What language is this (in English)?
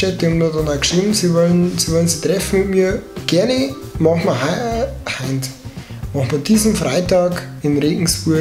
Bavarian